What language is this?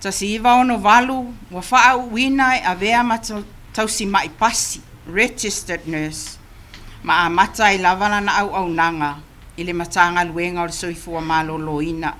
Samoan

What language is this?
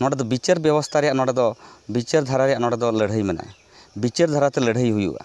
Santali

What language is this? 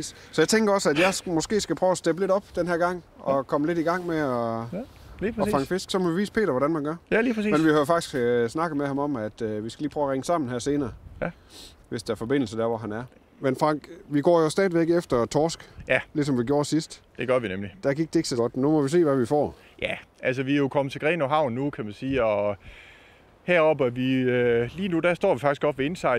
Danish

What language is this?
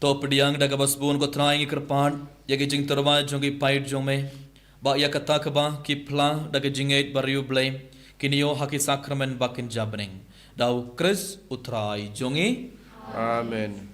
Khasi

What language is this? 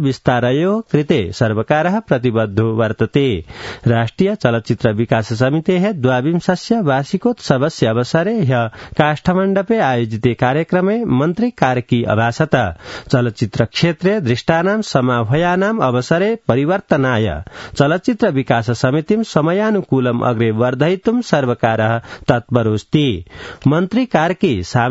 Sanskrit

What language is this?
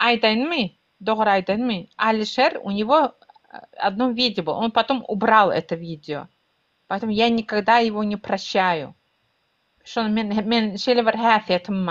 Turkmen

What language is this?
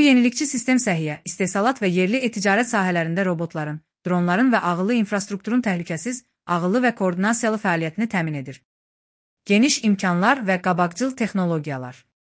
Azerbaijani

